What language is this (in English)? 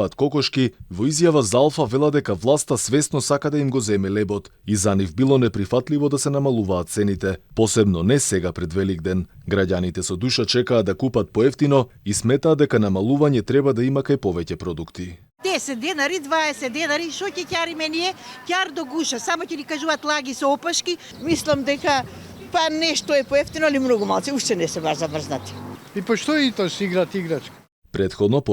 Macedonian